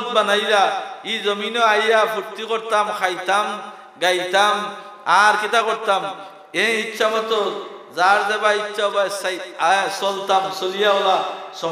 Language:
Sylheti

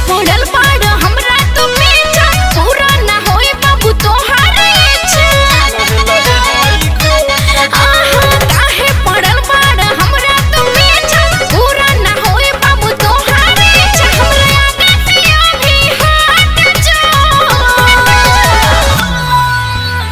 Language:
Bhojpuri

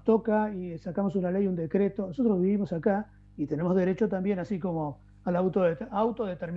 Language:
Spanish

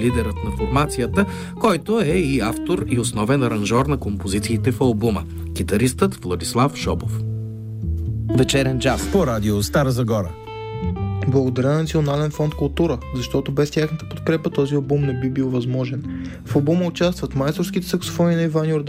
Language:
Bulgarian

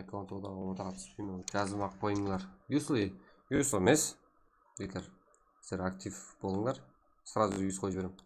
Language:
Kara-Kalpak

